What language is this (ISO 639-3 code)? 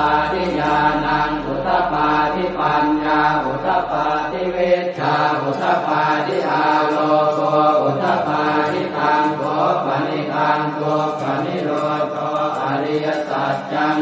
pli